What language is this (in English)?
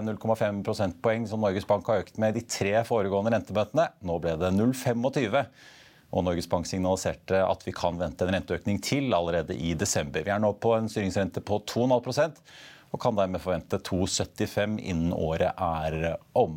Norwegian